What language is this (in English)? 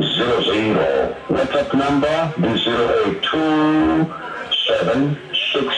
Venda